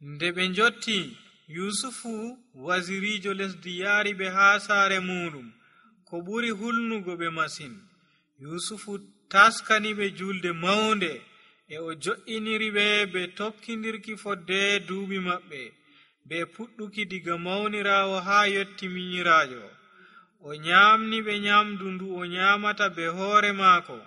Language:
Nigerian Fulfulde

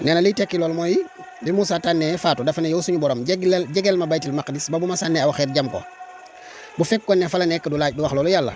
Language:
Wolof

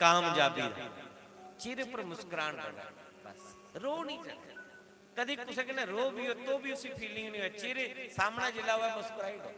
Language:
Dogri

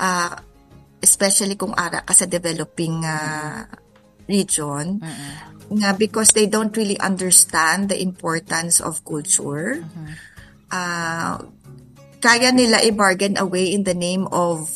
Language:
Hiligaynon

